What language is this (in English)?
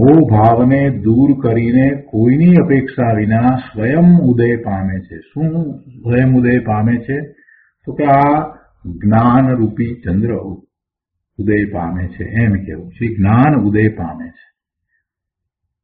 Gujarati